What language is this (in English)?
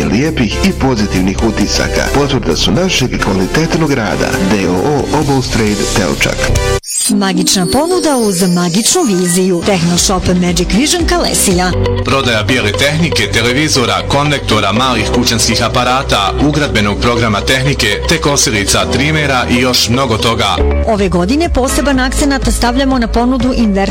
Bosnian